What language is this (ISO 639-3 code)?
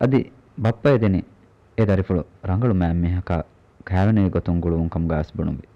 div